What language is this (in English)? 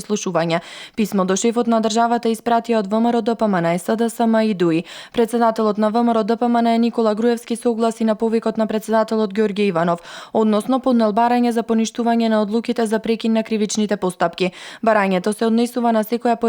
Macedonian